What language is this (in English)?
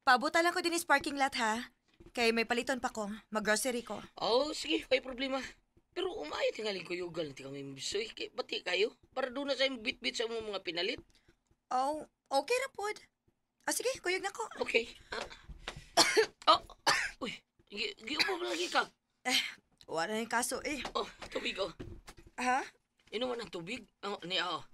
Cebuano